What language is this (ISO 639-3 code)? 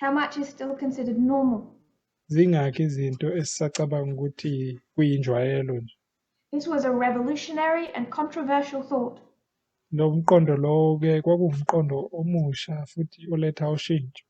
zul